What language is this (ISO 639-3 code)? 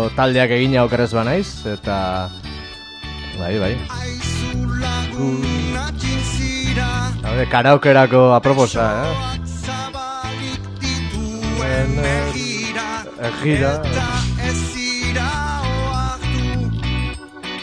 eus